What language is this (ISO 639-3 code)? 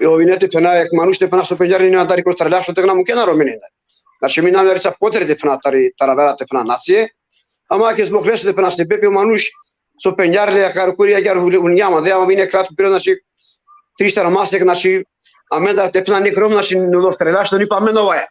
rmn